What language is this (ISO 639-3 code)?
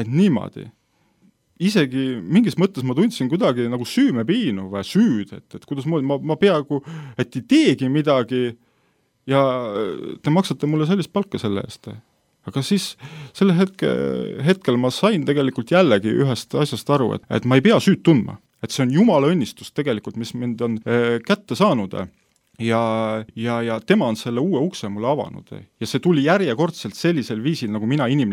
est